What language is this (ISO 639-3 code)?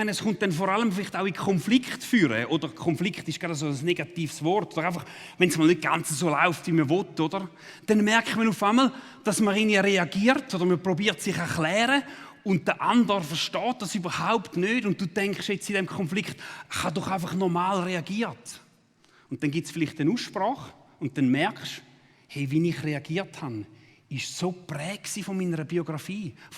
gsw